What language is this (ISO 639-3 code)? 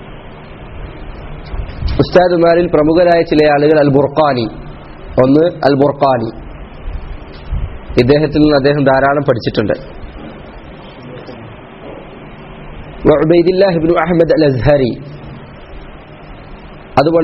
mal